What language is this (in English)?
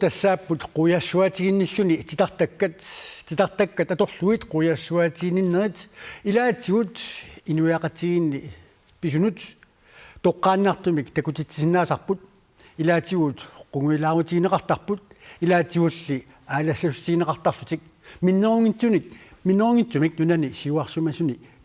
Kalaallisut